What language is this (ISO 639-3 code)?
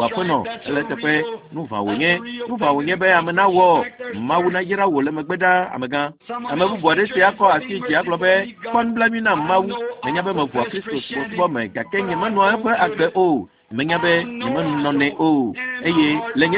ewe